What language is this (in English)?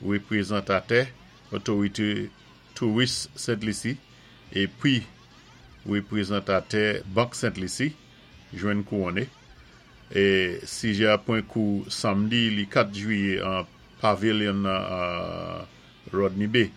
Saint Lucian Creole French